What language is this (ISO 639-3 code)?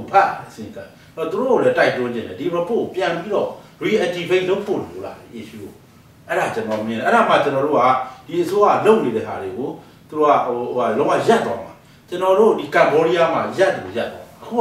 mya